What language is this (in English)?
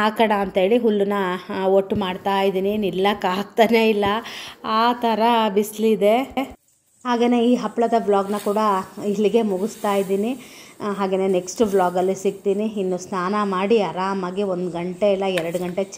Kannada